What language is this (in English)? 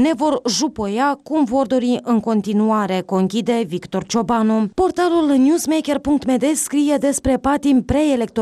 Romanian